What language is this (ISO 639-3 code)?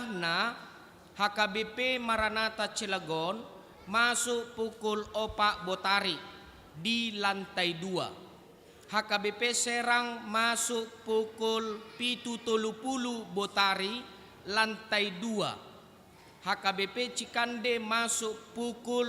bbc